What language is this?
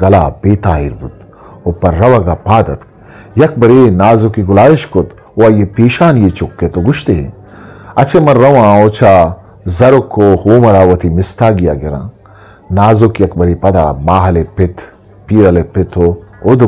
Eastern Balochi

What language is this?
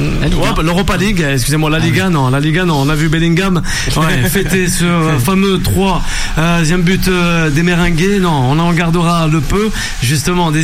French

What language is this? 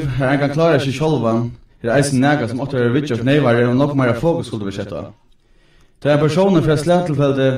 Faroese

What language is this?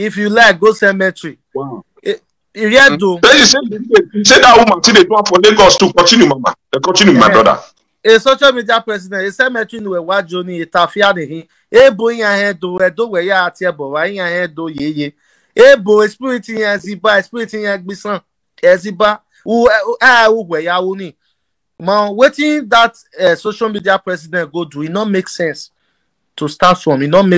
Nigerian Pidgin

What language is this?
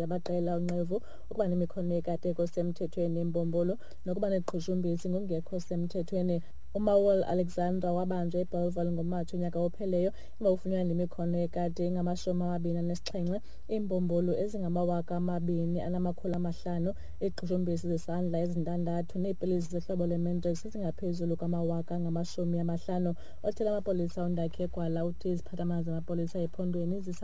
Xhosa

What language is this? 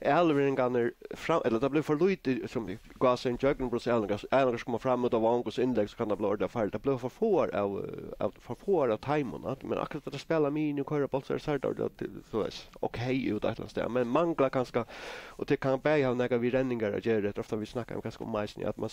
Faroese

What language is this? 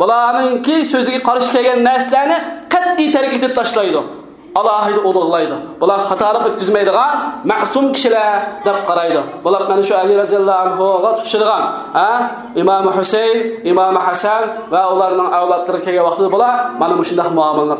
Uyghur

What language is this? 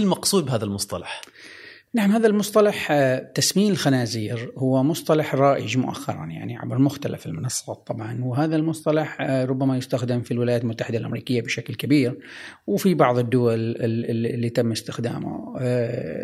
Gulf Arabic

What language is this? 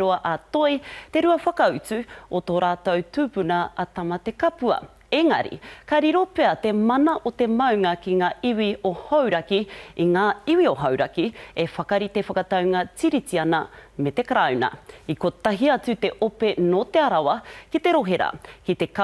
Māori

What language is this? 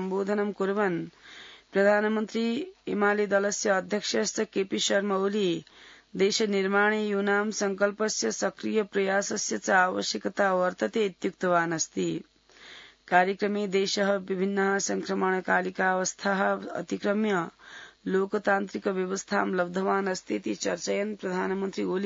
Sanskrit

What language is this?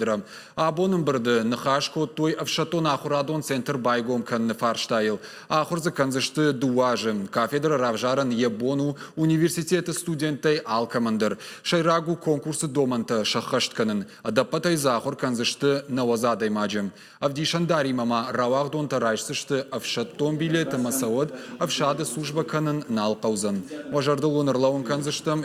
Ossetic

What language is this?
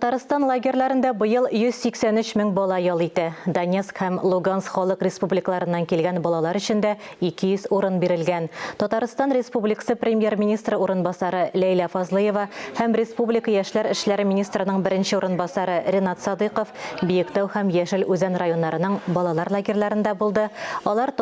Tatar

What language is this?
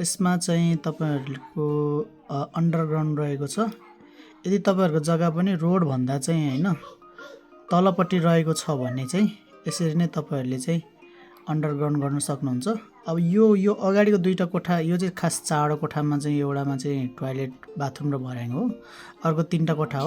Nepali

